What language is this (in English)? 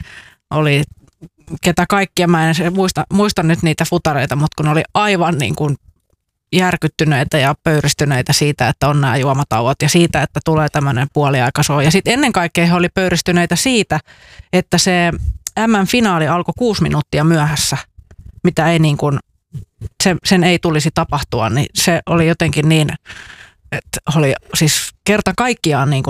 Finnish